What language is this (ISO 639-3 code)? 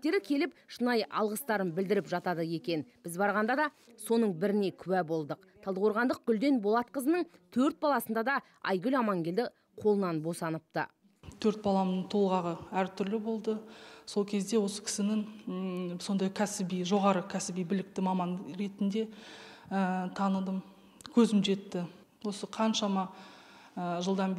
kaz